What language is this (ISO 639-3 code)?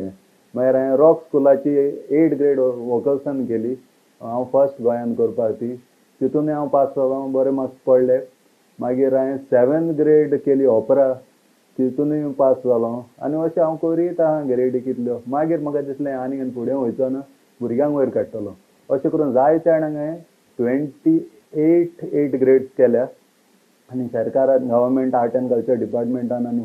kok